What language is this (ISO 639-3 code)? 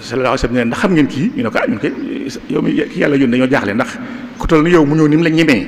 wol